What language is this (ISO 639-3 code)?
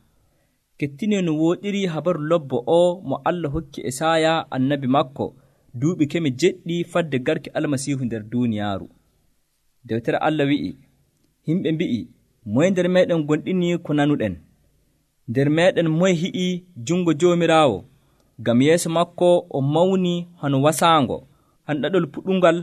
fuv